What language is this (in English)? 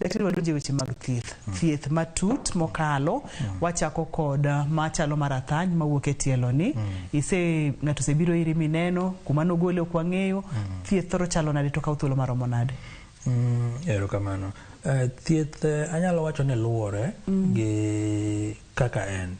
Luo (Kenya and Tanzania)